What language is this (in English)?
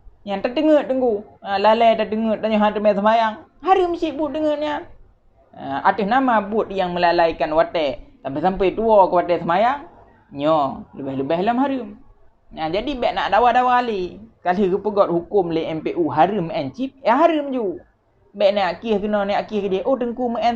Achinese